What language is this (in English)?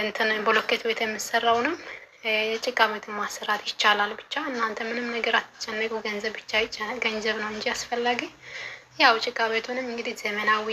Amharic